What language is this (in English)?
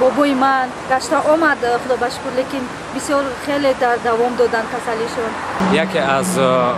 Tajik